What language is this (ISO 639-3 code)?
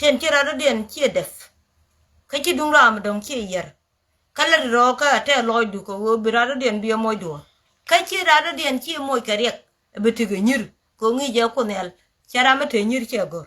nus